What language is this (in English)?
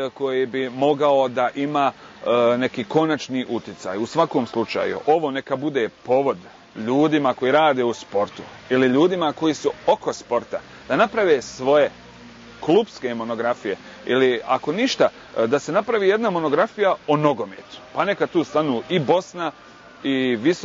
Bosnian